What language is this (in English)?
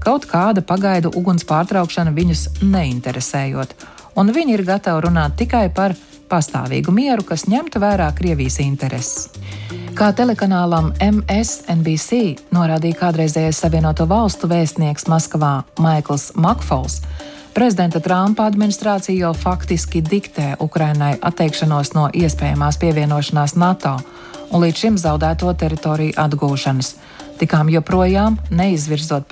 Latvian